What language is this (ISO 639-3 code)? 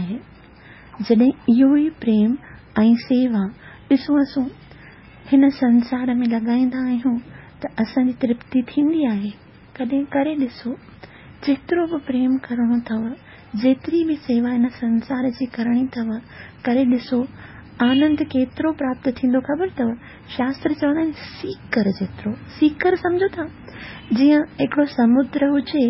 snd